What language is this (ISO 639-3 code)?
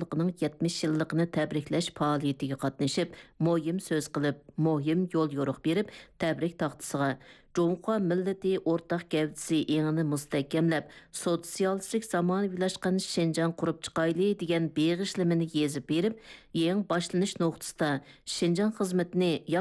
uig